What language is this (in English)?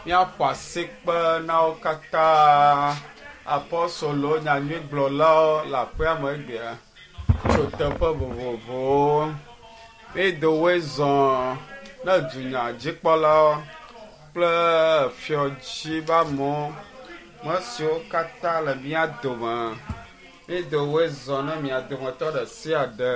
Ewe